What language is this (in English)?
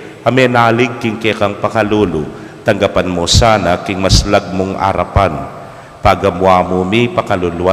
Pampanga